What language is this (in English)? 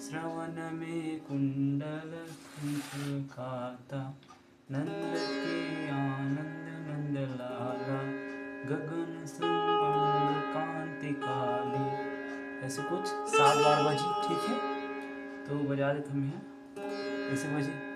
Chhattisgarhi